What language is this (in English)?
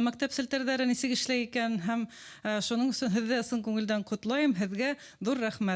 Bashkir